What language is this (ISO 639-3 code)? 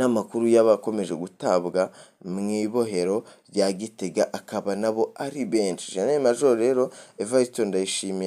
run